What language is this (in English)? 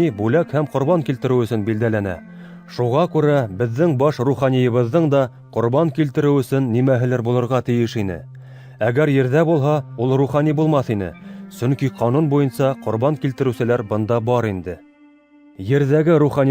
Bashkir